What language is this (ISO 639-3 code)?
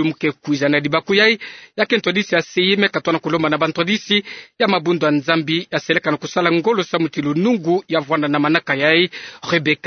ktu